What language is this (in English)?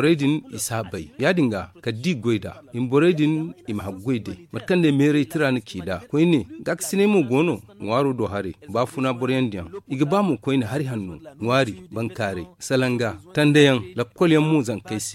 Zarma